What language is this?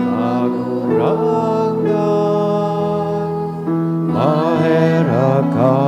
Bikol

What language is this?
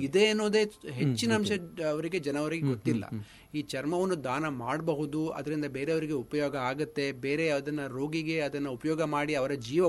Kannada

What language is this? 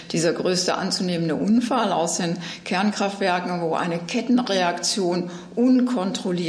German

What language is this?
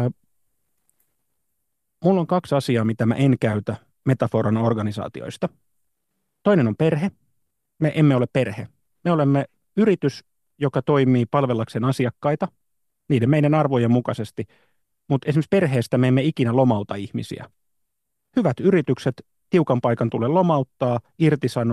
Finnish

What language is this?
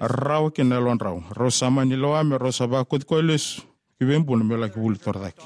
Fijian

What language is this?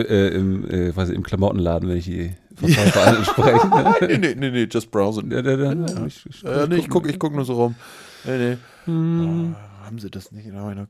German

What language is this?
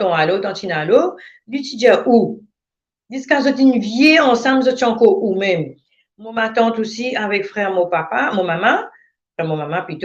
Morisyen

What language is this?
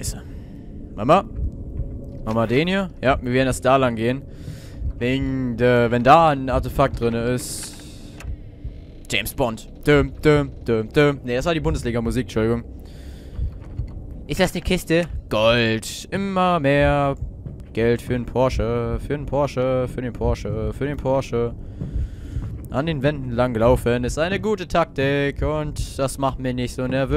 German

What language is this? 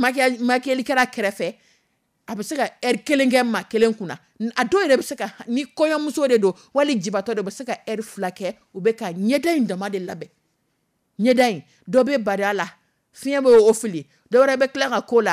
Dyula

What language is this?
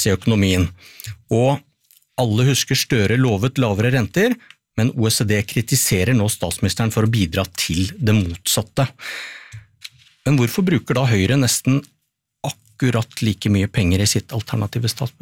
Norwegian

